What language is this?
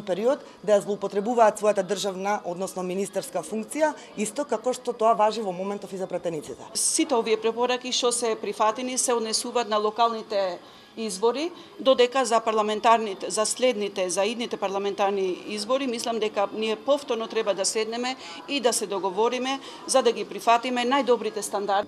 Macedonian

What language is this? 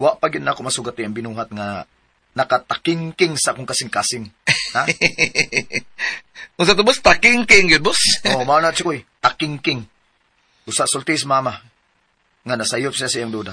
Cebuano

